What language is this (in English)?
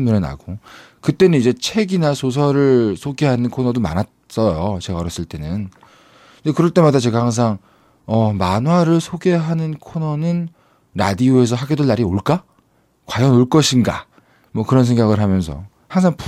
Korean